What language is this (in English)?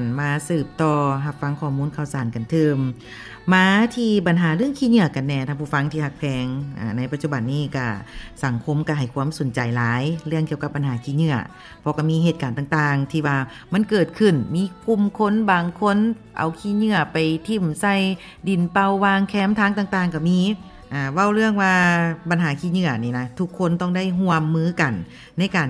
Lao